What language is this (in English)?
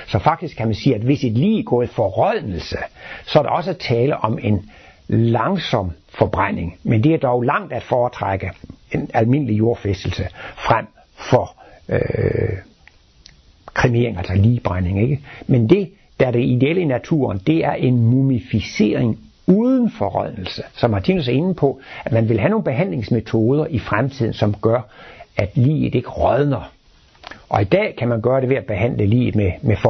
Danish